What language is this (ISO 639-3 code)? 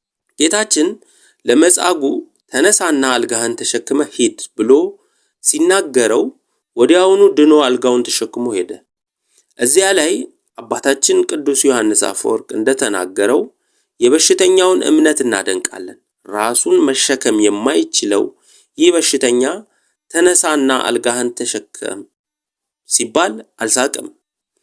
amh